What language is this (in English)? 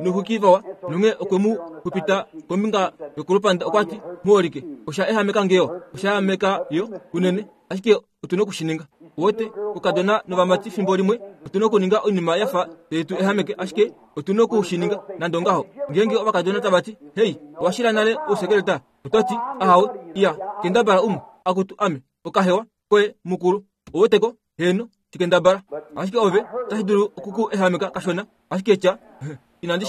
Kuanyama